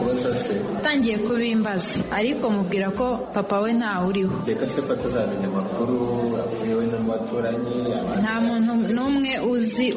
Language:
Kinyarwanda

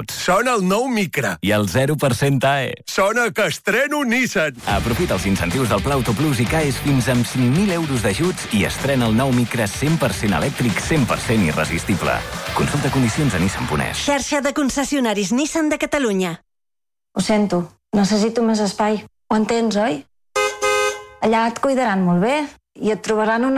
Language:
Catalan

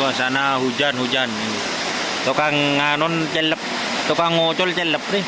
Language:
Madurese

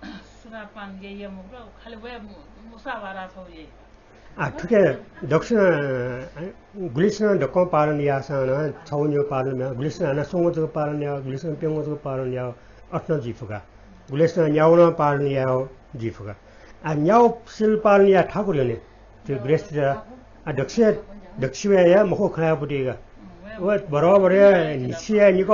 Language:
Newari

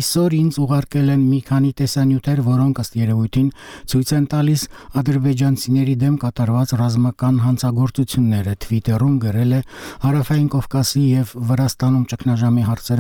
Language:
Armenian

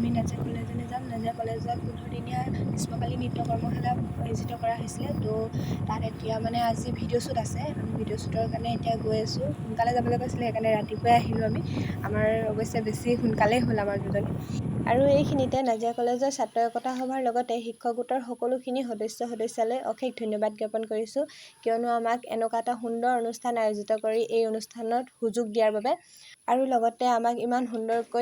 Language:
Assamese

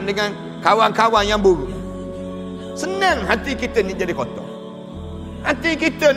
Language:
Malay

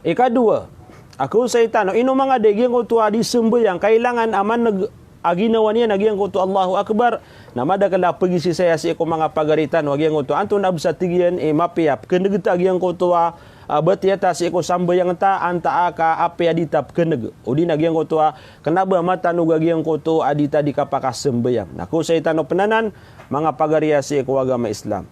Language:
Maranao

